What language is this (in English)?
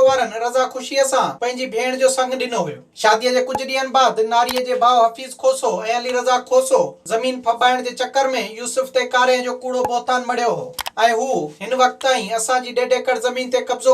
Sindhi